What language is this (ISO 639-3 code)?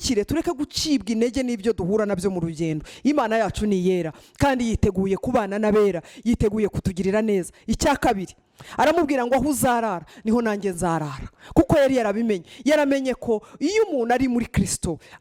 kin